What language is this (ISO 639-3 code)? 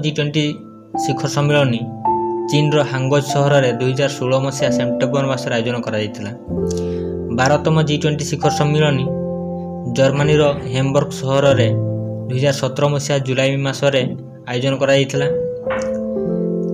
ori